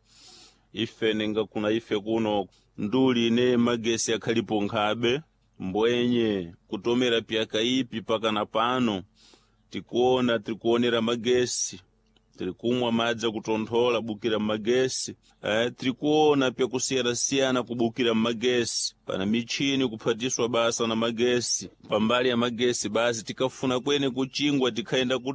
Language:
Sena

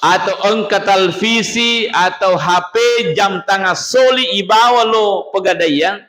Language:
Buginese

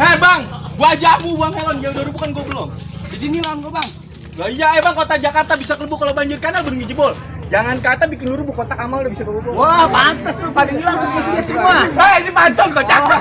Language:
Betawi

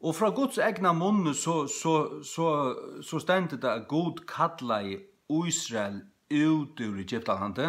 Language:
Faroese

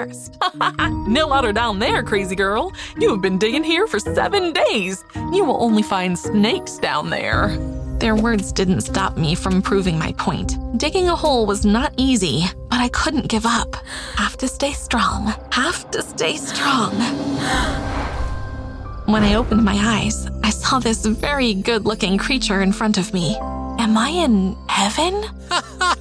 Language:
English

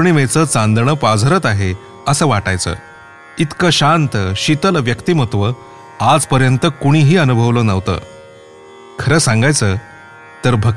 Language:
Marathi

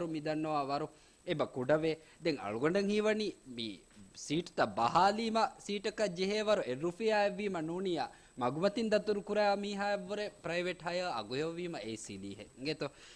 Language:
Divehi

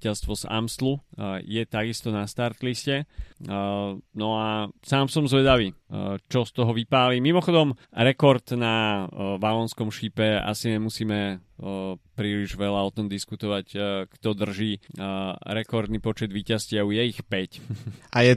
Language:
Slovak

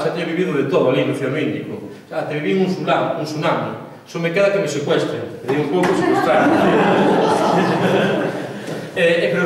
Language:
Galician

